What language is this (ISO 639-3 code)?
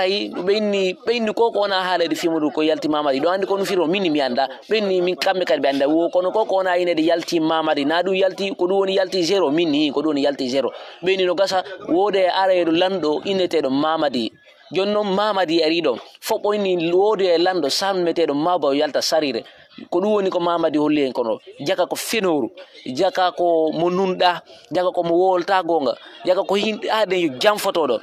ful